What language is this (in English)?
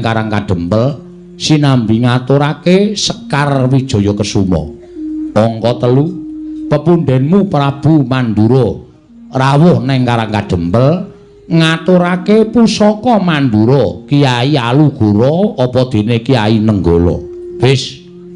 Javanese